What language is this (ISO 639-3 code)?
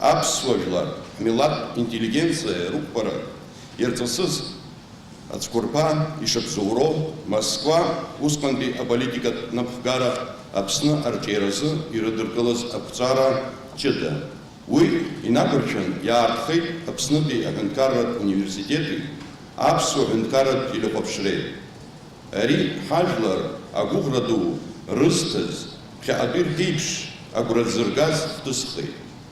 abk